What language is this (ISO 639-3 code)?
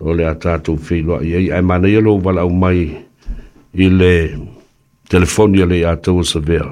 smo